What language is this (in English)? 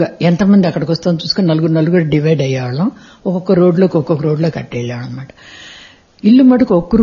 Telugu